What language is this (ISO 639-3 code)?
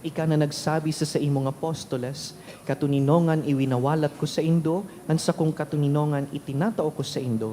bik